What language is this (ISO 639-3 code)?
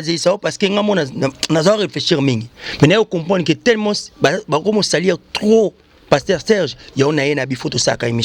lin